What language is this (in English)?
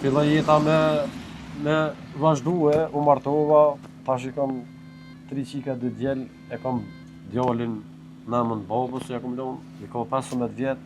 Albanian